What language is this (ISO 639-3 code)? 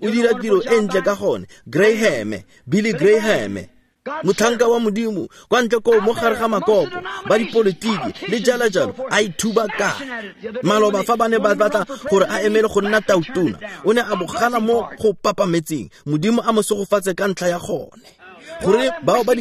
tsn